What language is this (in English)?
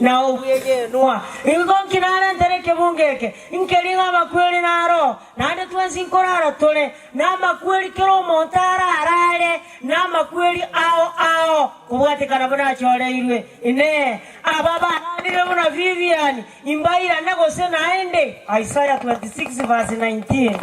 Gusii